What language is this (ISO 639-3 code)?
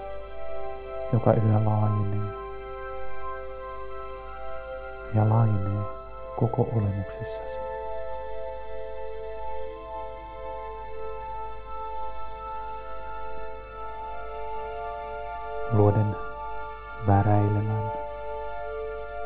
fin